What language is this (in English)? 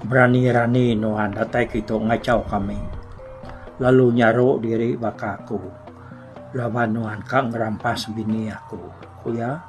Iban